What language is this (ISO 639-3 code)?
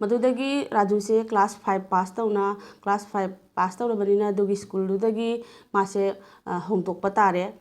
mni